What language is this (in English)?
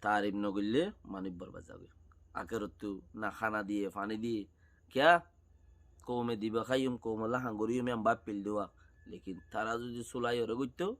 Rohingya